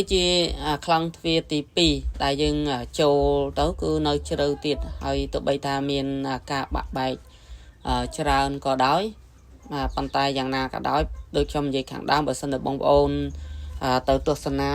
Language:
Khmer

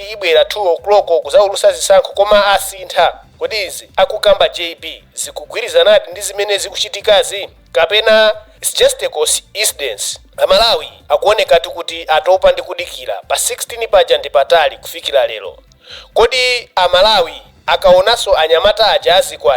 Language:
Nyanja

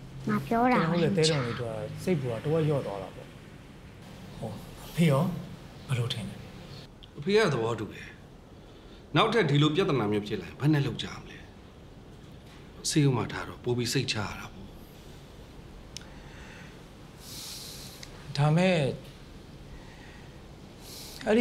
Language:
Burmese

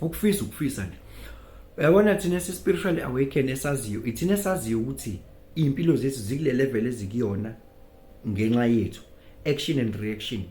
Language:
Zulu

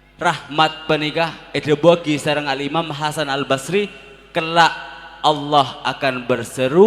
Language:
Madurese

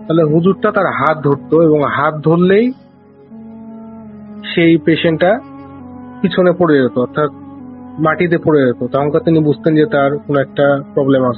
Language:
Bangla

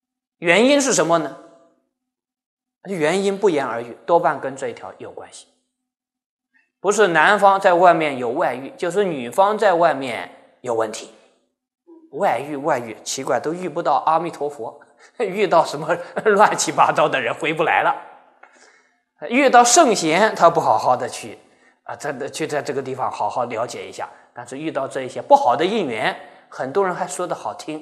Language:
Chinese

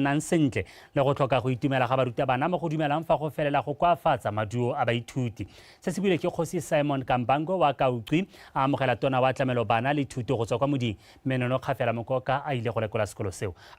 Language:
Tswana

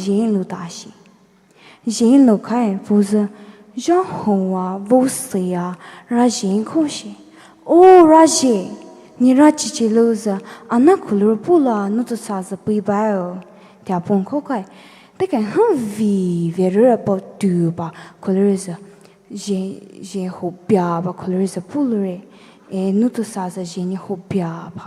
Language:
Poumei Naga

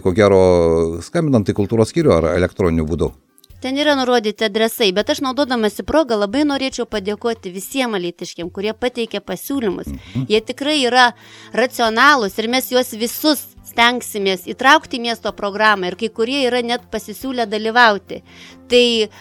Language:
Lithuanian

